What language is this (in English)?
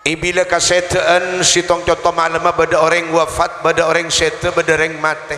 Madurese